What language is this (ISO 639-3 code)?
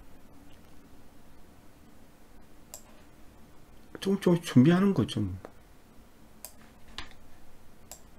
kor